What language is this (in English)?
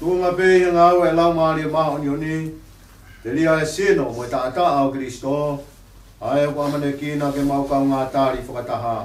Tongan